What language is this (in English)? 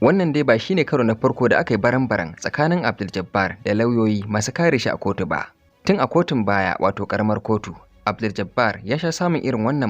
Hausa